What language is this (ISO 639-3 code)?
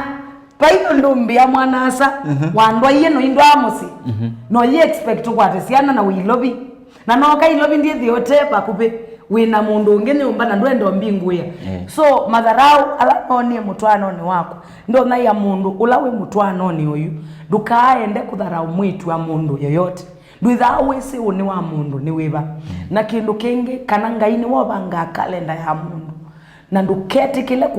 kam